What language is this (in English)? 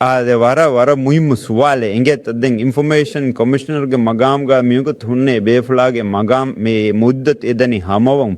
Divehi